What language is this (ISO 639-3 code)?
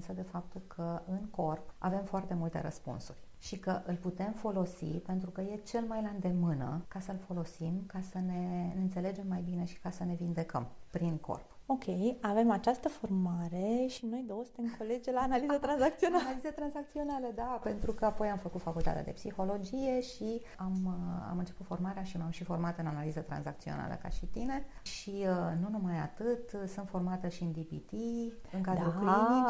ron